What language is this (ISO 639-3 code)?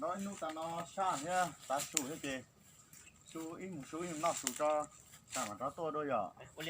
hmn